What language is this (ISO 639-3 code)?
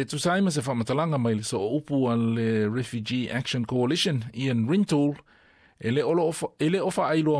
smo